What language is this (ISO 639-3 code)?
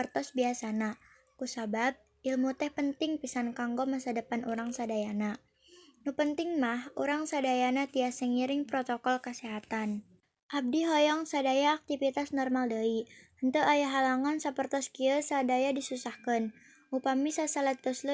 sun